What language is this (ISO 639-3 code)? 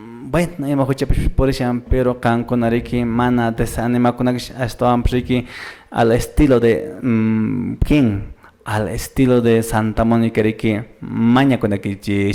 que